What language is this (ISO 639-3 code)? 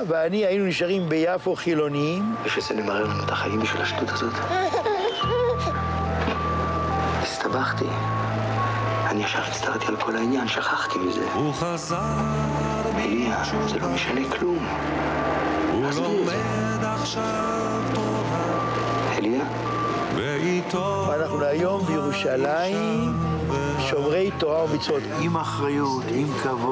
heb